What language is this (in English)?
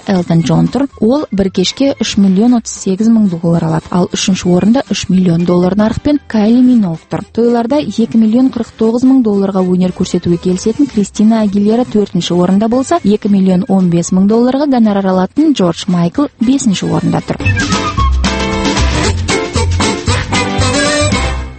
Kazakh